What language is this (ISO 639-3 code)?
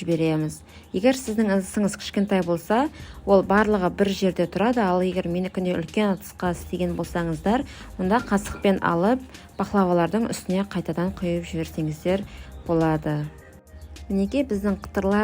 kaz